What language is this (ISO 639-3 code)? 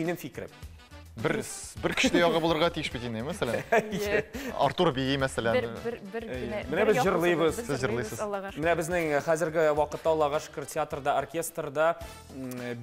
tat